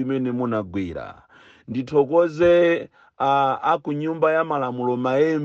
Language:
Nyanja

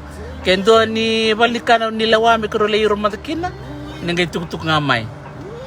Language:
Fijian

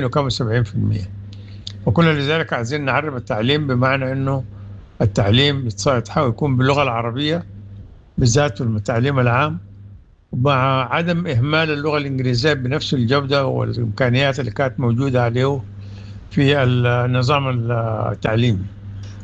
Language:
Sudanese Arabic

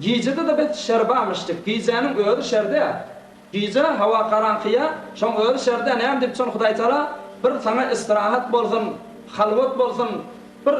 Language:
Turkmen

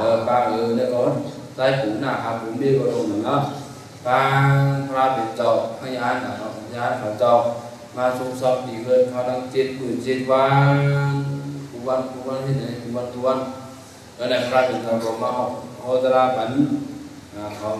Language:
Shan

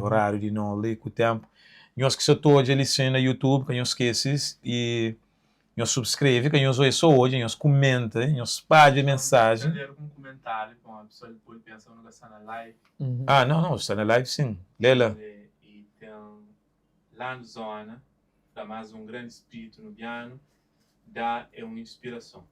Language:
Kabuverdianu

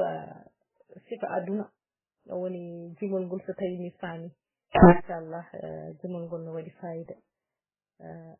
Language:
Fula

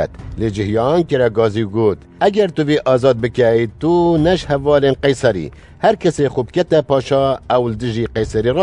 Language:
Kurdish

